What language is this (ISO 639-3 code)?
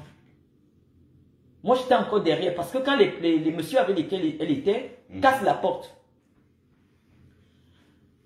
fra